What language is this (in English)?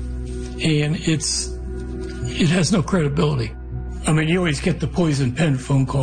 English